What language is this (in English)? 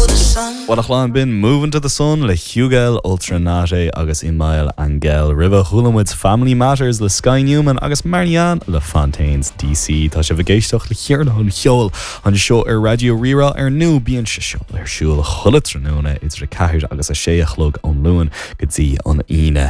Irish